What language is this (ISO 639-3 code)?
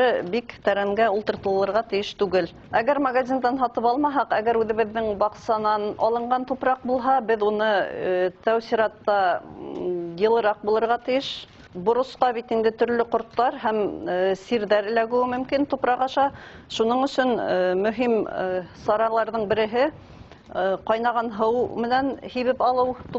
bak